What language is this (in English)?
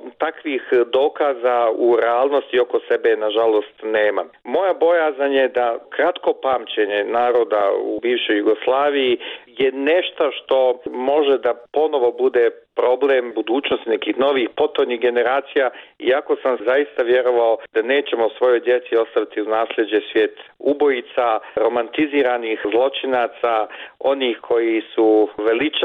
Bosnian